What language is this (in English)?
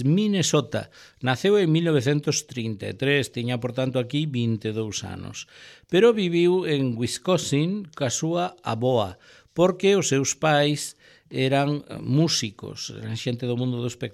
Galician